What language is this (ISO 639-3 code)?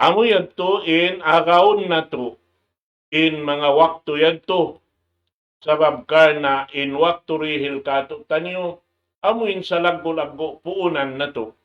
tsg